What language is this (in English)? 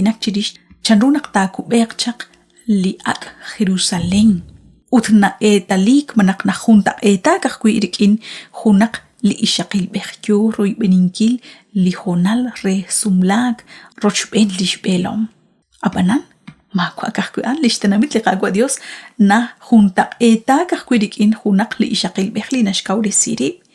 Kekchí